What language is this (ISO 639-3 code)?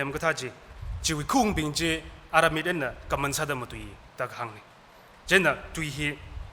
nmf